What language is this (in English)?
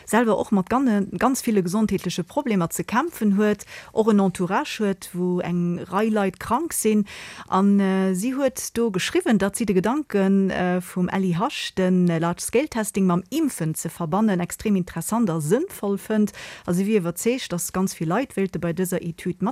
Luxembourgish